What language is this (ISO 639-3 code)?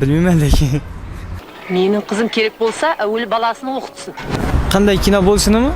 kaa